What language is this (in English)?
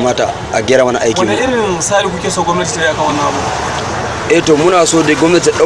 Hausa